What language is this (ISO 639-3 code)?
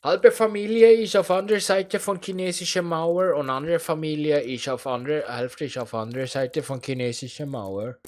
gsw